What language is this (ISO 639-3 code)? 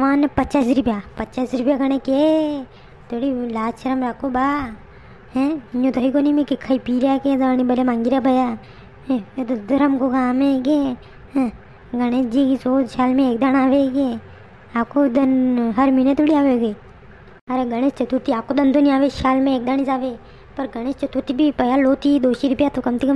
raj